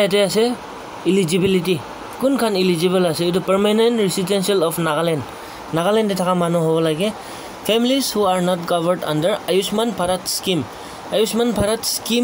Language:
Naga Pidgin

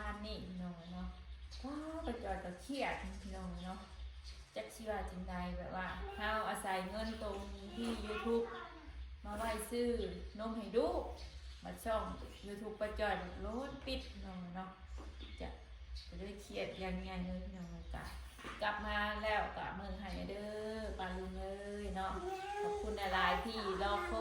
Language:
Northeastern Thai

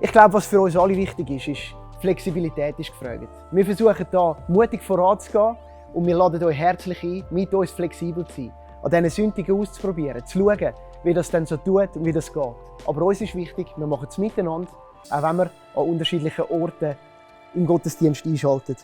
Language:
Swiss German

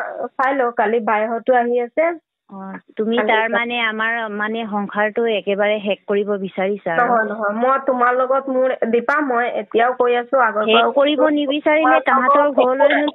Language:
Assamese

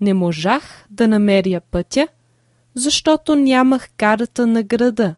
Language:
Macedonian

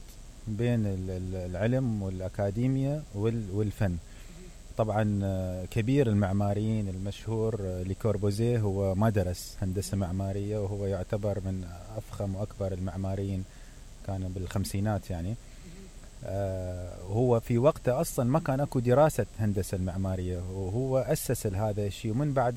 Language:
Mesopotamian Arabic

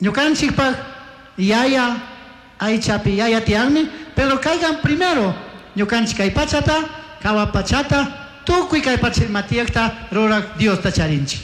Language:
Chimborazo Highland Quichua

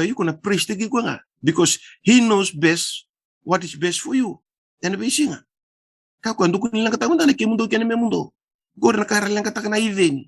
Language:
Fijian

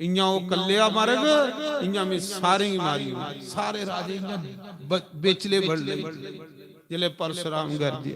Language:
Dogri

